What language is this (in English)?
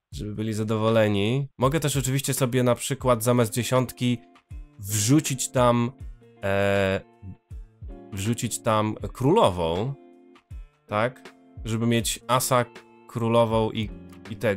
Polish